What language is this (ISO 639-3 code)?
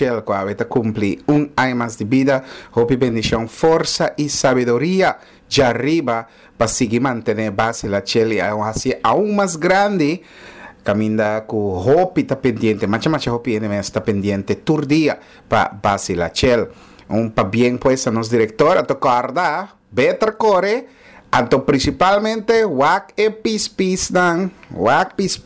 pap